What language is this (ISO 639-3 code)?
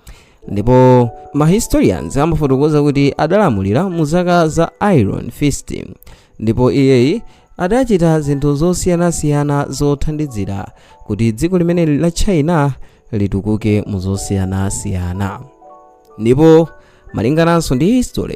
nya